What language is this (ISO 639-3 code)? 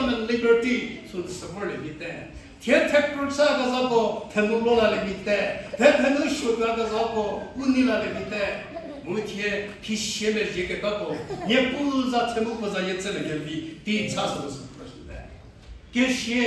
njm